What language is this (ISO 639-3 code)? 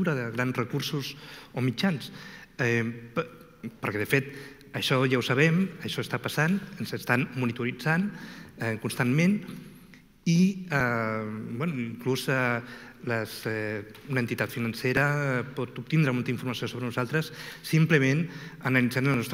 cat